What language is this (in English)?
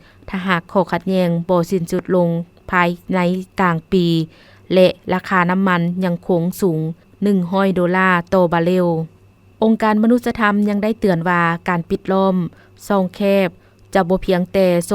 Lao